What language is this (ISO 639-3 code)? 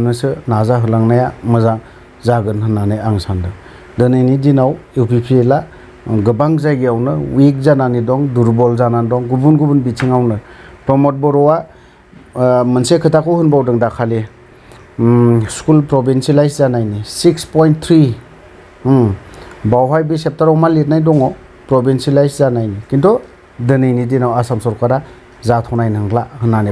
brx